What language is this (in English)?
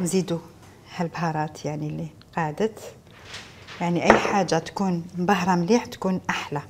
Algerian Arabic